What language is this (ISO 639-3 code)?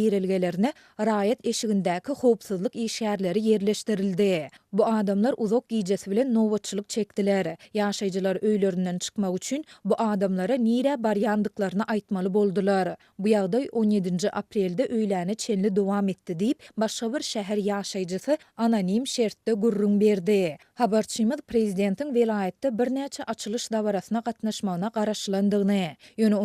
tuk